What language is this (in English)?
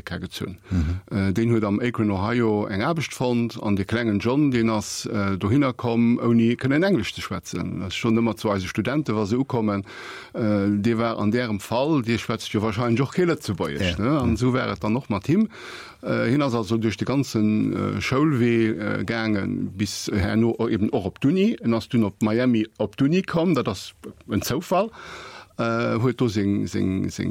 Luxembourgish